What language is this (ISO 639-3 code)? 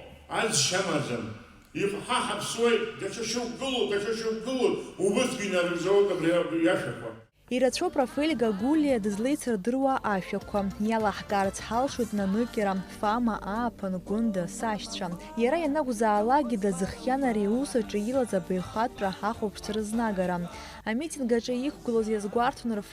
abk